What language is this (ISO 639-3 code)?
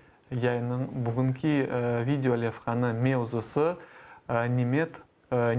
crh